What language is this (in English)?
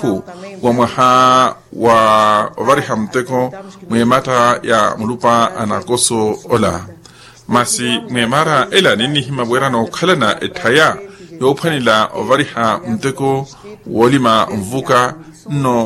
Makhuwa